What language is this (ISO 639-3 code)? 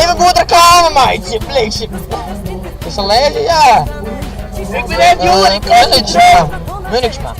fry